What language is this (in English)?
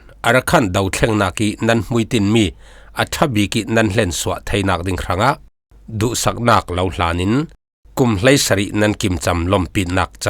Falam Chin